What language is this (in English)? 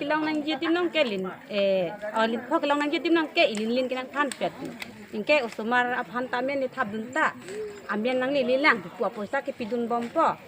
Karbi